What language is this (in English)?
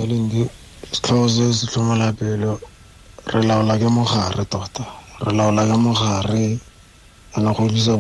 Tswana